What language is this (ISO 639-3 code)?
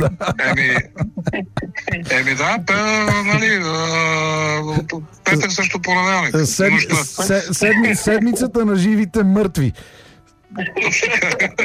bul